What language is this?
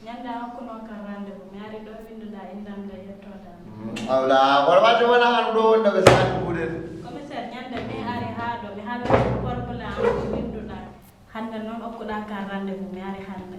Fula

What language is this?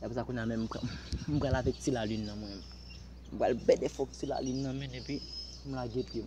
Haitian Creole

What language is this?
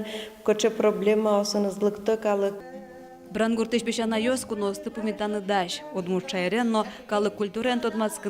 Udmurt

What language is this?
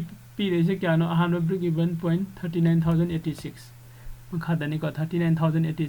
Manipuri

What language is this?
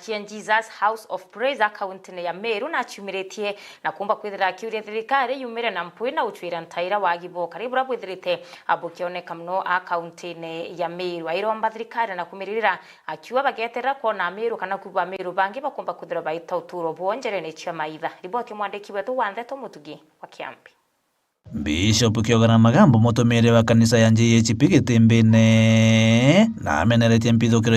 Meru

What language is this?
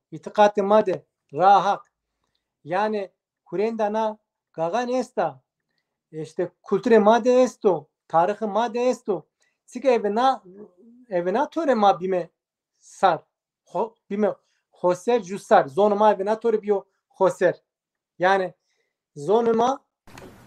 Zaza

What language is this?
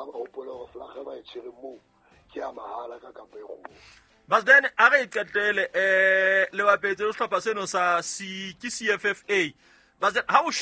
Southern Sotho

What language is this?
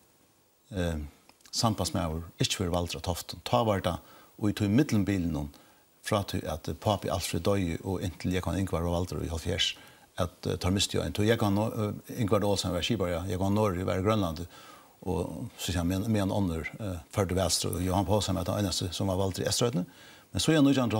Faroese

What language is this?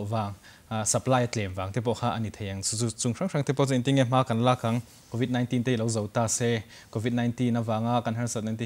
Mizo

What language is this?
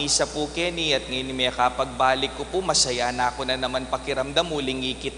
Pampanga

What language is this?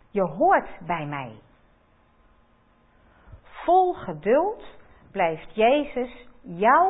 Dutch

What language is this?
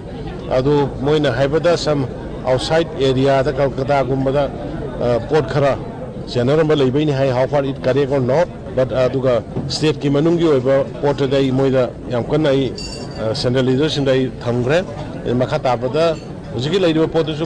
Manipuri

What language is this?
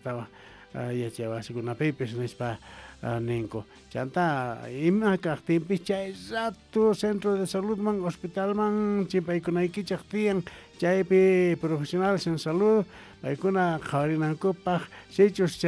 South Bolivian Quechua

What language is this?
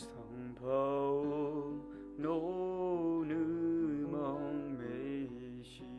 Akha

